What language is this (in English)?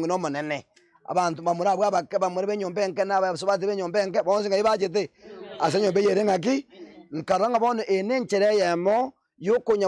Gusii